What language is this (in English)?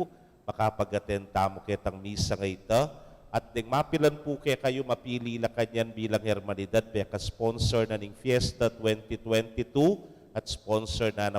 Pampanga